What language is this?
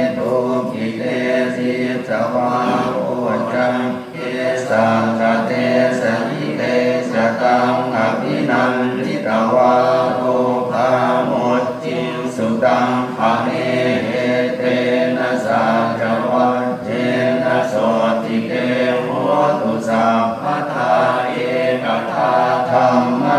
Pali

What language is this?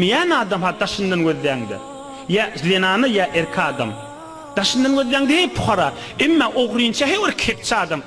Turkmen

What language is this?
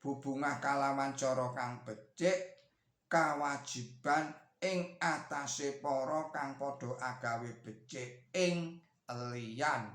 Javanese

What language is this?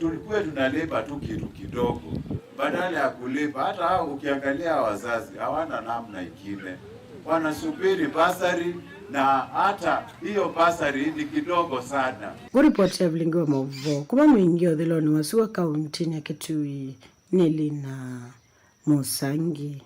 Kamba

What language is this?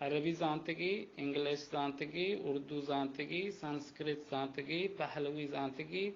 Baluchi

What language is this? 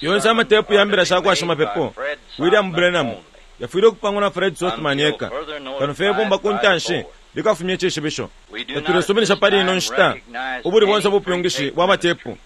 Bemba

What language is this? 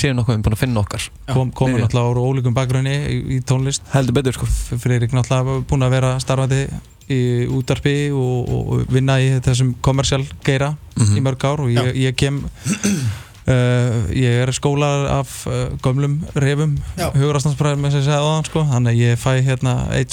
Icelandic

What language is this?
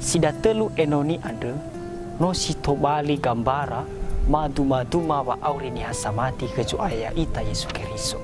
Nias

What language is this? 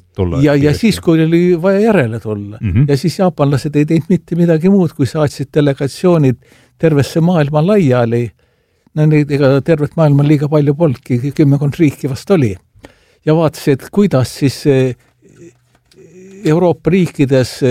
Estonian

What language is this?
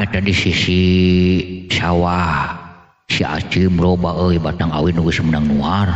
Sundanese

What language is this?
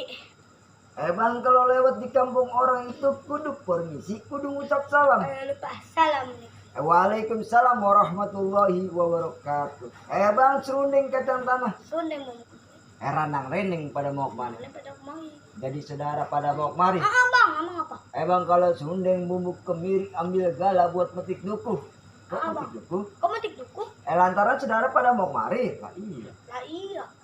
Betawi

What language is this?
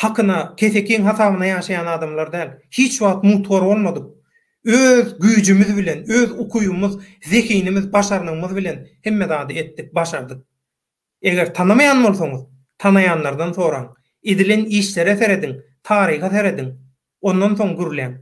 Turkmen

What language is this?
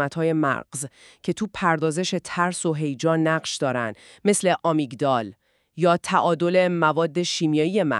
Persian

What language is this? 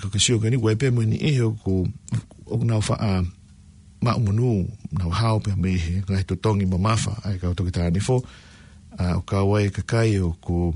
Tongan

